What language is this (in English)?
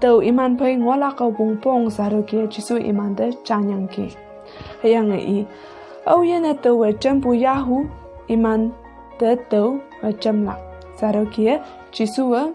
Konyak Naga